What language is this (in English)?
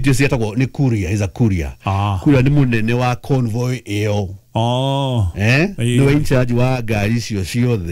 Kikuyu